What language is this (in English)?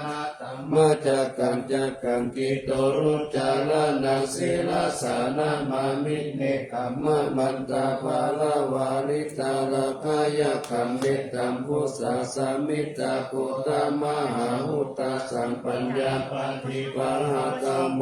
Pali